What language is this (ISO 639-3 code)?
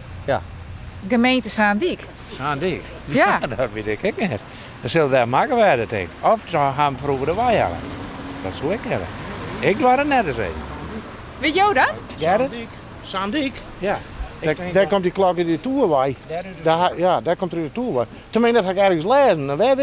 fry